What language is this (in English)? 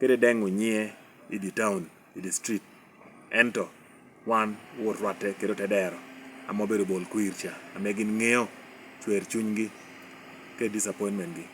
Lango (Uganda)